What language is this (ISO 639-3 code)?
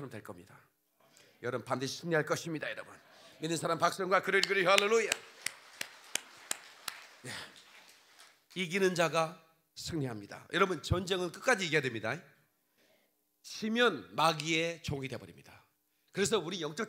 kor